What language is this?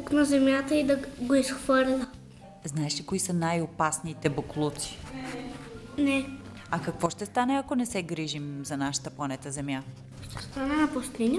Bulgarian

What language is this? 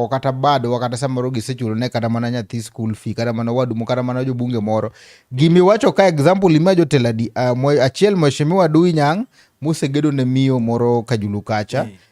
Luo (Kenya and Tanzania)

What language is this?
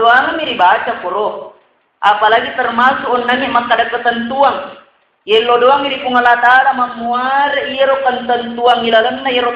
Buginese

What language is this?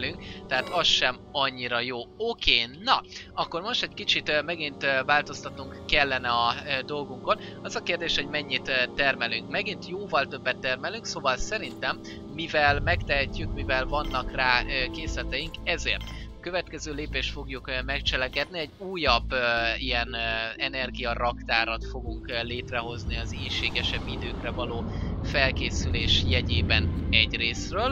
Hungarian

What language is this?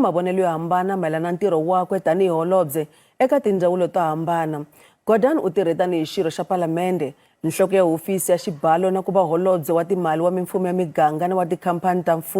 Tsonga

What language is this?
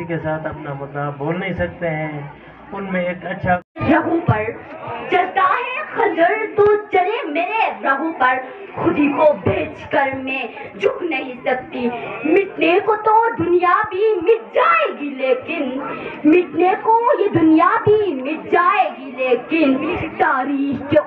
Urdu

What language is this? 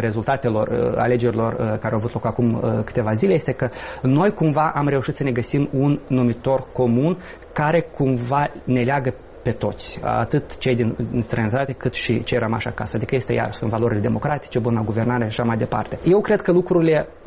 Romanian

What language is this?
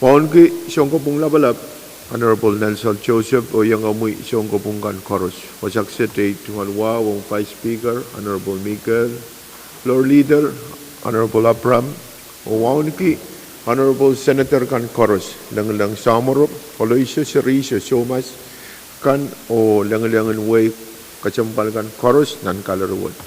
Pohnpeian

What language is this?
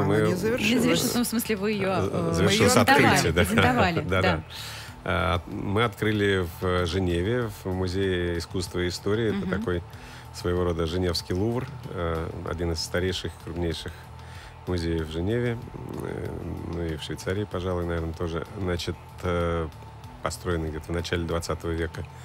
Russian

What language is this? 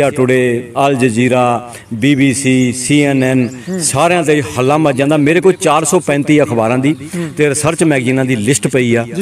Punjabi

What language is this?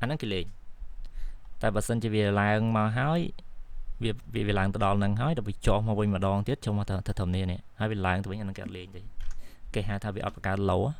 Khmer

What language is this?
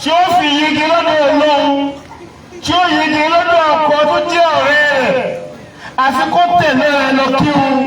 Yoruba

